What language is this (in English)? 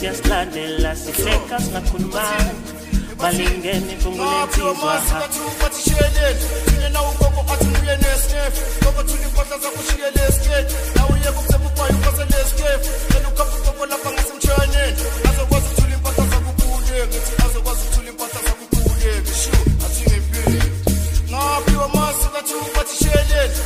Zulu